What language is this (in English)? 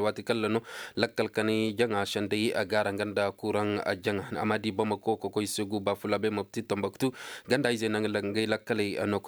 Koyraboro Senni